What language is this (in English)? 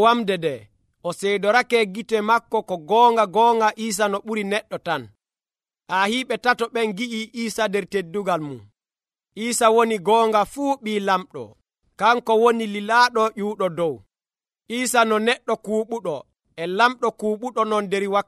Nigerian Fulfulde